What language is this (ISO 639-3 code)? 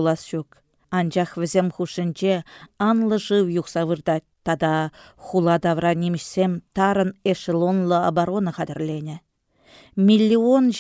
chv